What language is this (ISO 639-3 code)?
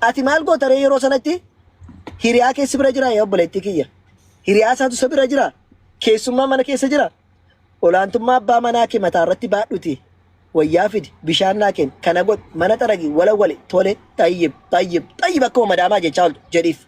orm